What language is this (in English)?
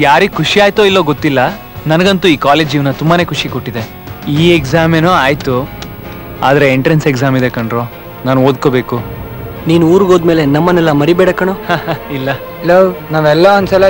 Kannada